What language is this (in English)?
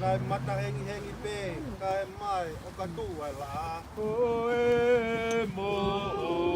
Tongan